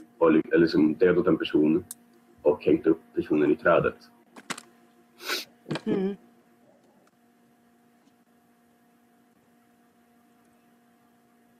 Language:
Swedish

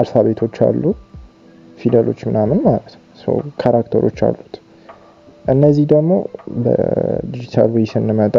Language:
Amharic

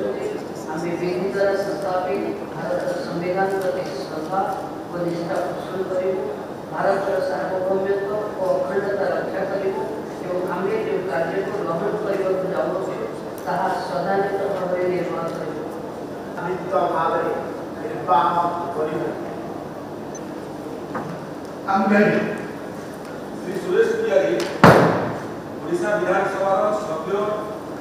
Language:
Odia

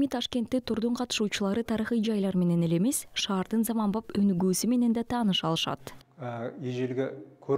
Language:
Kyrgyz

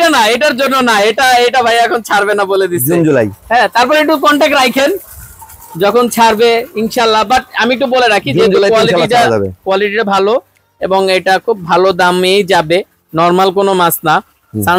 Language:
Bangla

